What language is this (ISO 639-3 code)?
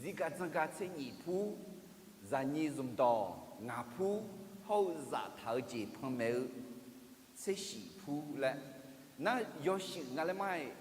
ahk